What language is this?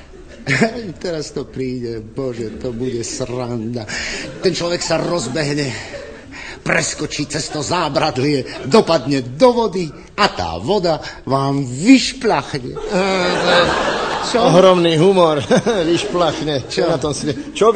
Slovak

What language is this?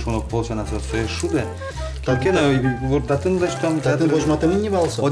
Udmurt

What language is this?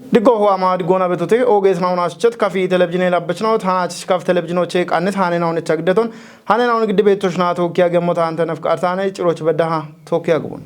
Kafa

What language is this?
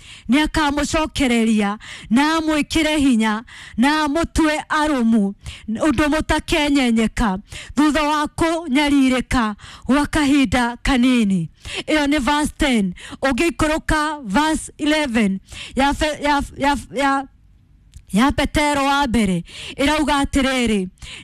Kikuyu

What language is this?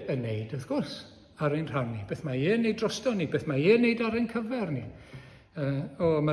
Welsh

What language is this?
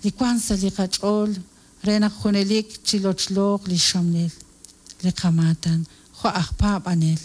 Kekchí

